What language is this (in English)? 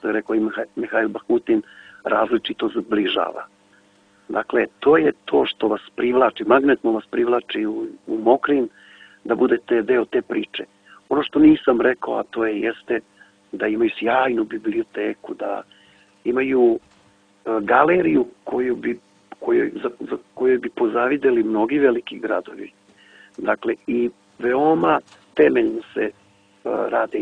Serbian